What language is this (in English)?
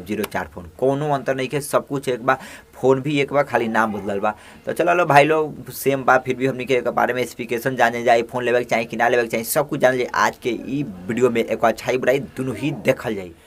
Bhojpuri